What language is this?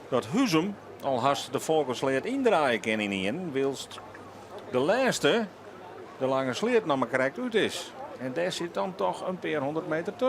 Western Frisian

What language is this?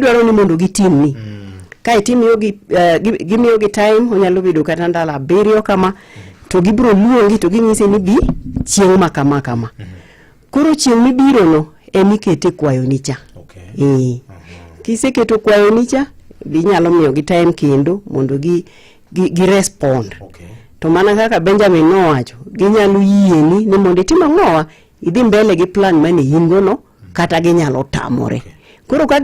Luo (Kenya and Tanzania)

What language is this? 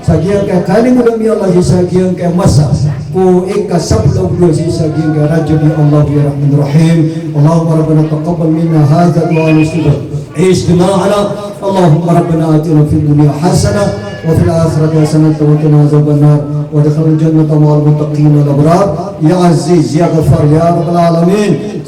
Maranao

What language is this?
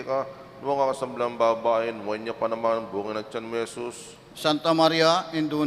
Pampanga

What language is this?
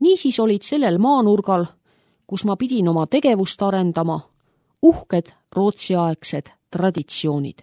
Estonian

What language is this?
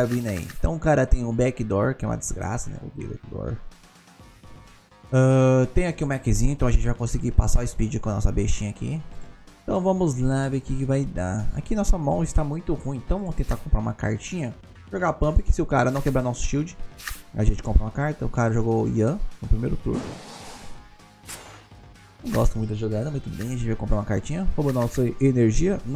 Portuguese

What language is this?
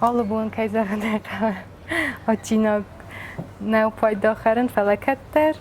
Ossetic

